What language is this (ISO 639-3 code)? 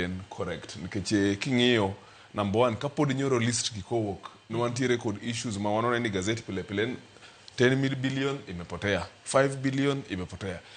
luo